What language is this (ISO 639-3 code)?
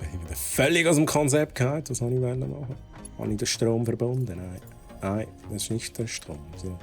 gsw